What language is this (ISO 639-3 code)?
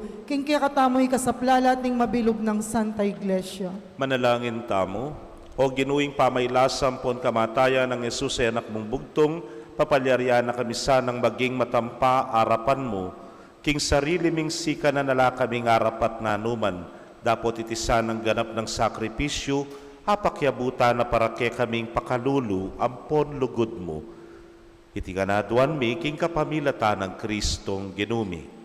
pam